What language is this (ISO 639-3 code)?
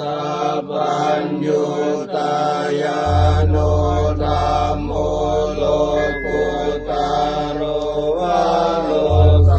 pli